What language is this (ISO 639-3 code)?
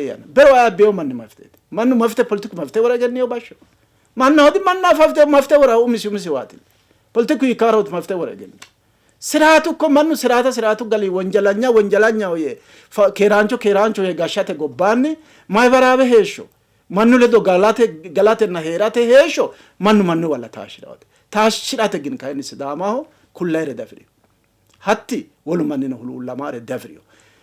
sid